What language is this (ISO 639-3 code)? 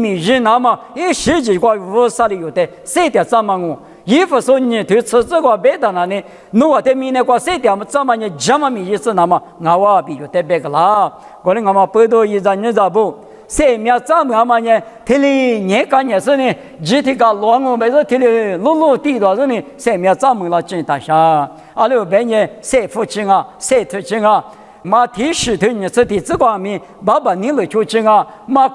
lis